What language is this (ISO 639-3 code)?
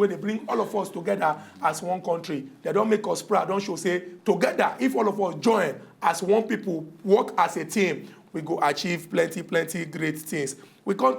pcm